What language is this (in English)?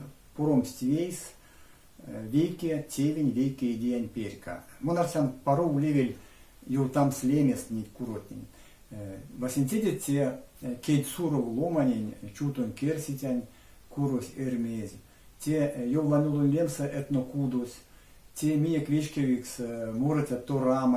Erzya